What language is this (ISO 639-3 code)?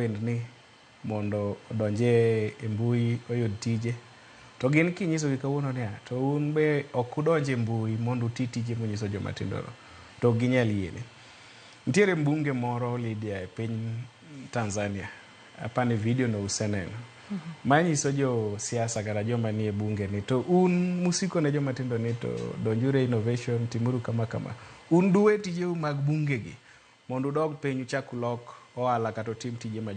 luo